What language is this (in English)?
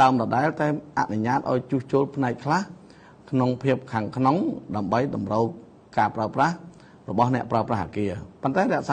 Khmer